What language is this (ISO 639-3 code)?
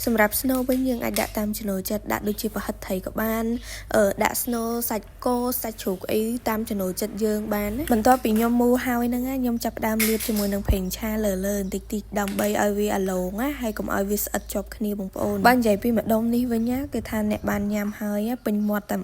khm